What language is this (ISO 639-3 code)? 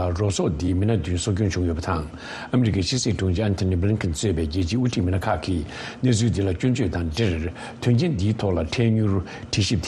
bod